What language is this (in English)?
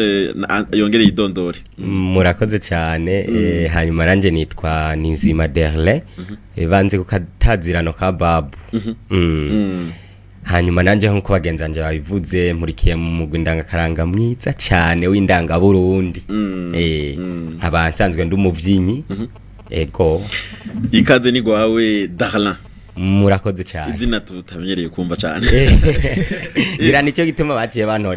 Rundi